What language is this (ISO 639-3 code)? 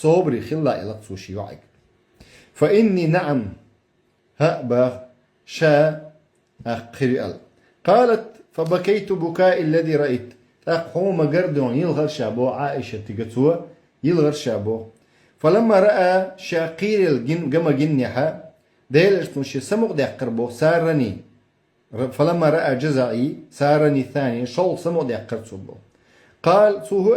che